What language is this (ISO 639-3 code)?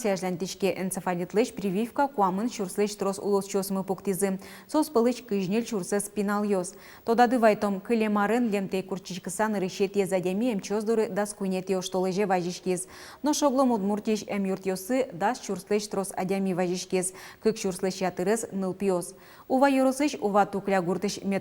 udm